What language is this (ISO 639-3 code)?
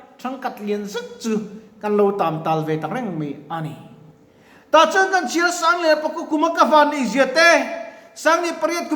lus